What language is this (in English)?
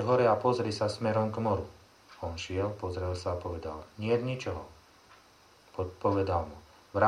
Slovak